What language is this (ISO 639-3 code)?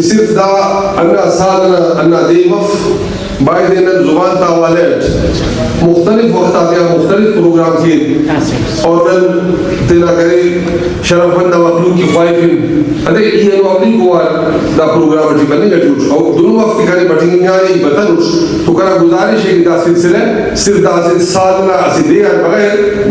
brh